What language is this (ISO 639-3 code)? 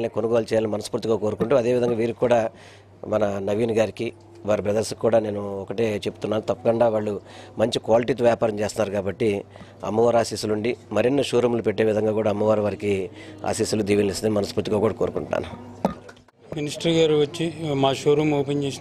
tel